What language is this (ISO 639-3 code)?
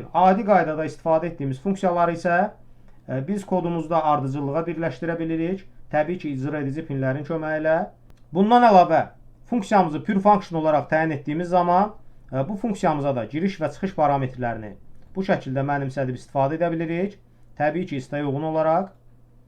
aze